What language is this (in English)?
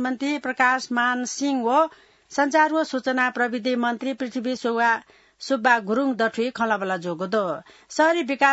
Newari